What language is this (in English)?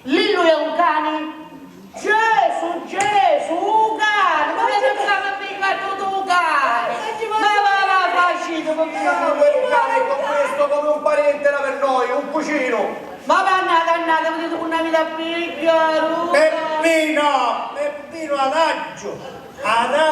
Sicilian